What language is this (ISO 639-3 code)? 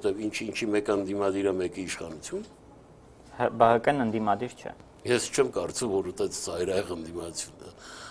hye